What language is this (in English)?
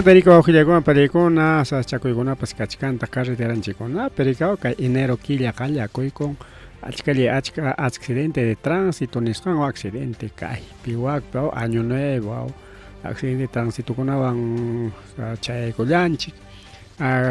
Ayacucho Quechua